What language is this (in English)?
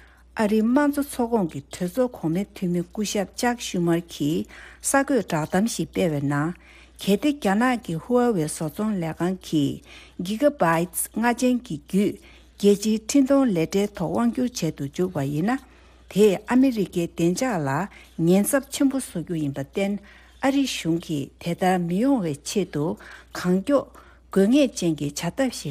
Tibetan